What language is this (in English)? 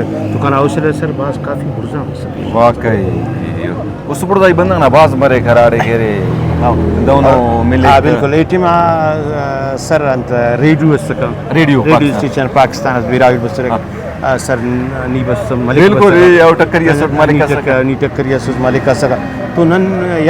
Brahui